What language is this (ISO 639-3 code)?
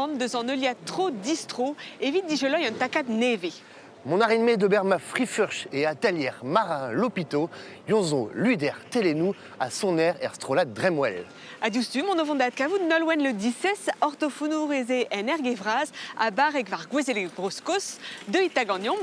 bre